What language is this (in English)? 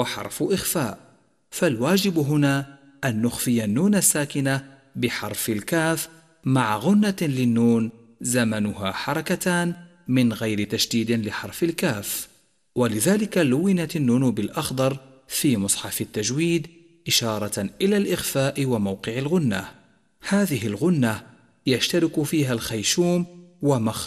Arabic